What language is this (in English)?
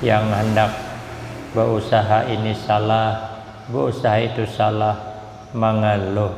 Banjar